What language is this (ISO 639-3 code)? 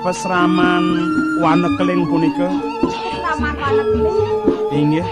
ban